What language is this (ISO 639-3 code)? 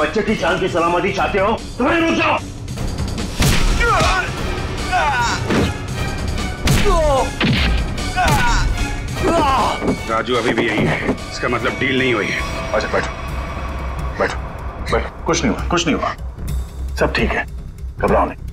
hin